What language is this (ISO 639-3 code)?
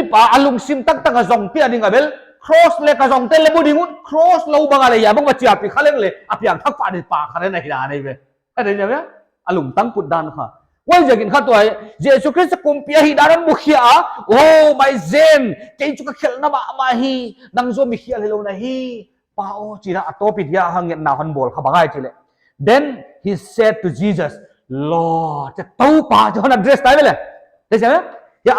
pck